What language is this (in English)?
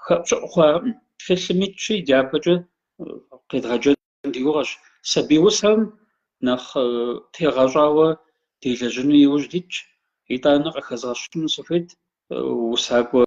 Kabardian